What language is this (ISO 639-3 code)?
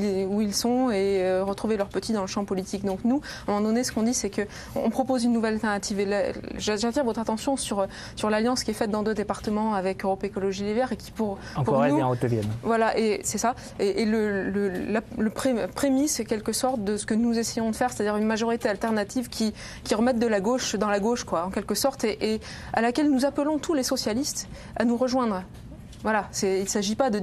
fra